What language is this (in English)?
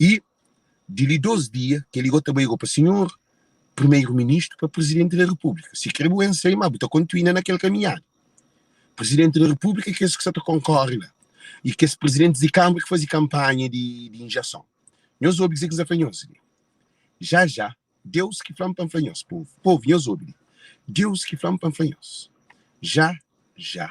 Kabuverdianu